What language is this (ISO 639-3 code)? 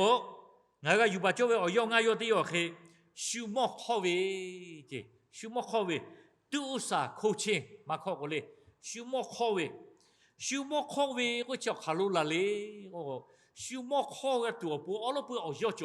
lhu